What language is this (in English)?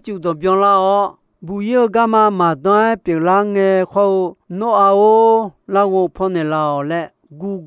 Akha